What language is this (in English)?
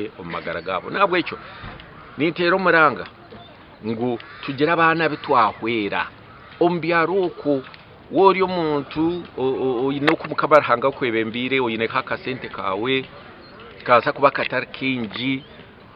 Nyankole